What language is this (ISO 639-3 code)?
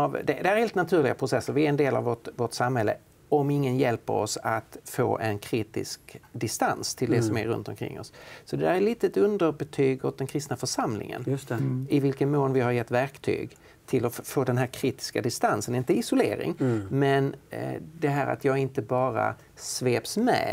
swe